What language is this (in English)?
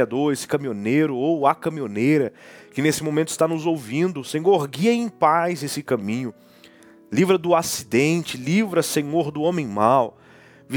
Portuguese